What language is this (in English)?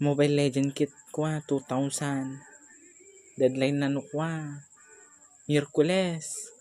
Iloko